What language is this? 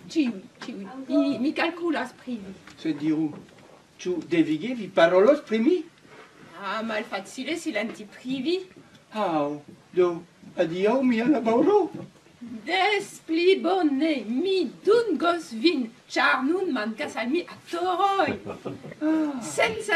Esperanto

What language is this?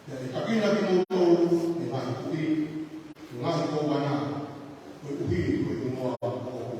Tongan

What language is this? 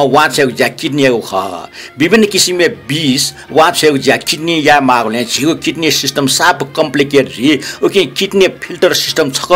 Newari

